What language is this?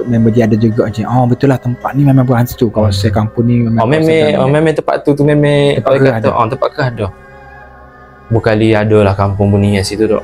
Malay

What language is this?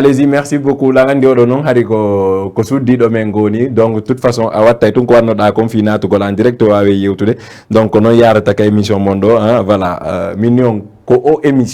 Fula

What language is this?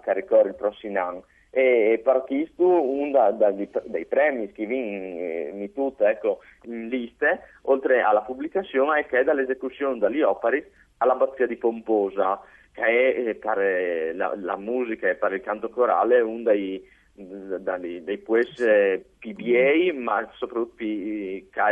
Friulian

